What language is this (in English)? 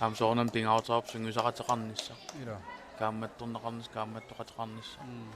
Kalaallisut